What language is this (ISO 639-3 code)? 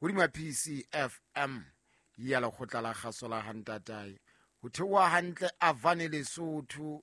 sot